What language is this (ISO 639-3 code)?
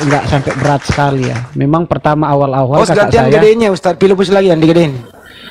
ind